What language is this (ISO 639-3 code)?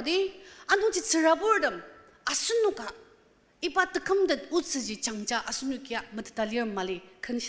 njo